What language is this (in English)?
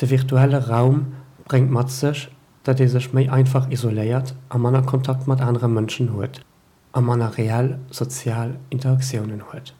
Luxembourgish